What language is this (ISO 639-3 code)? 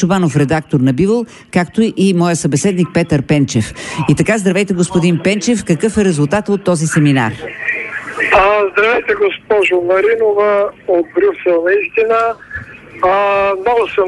bul